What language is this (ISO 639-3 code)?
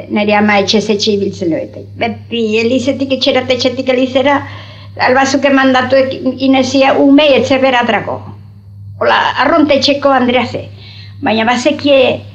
eus